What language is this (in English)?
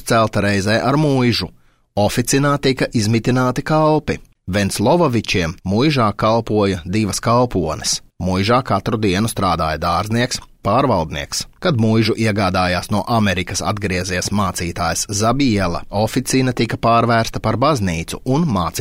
Latvian